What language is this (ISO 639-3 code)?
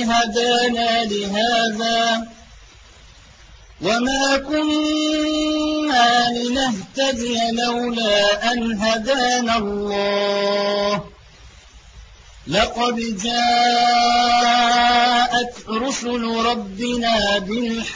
ara